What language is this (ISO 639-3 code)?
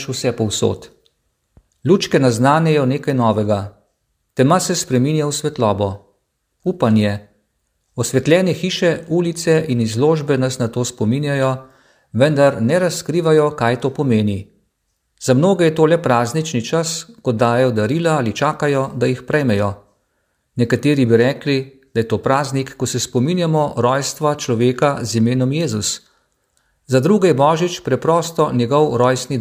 slv